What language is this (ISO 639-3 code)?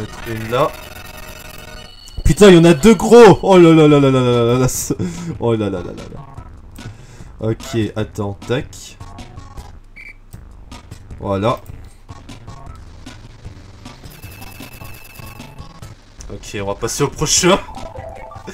fra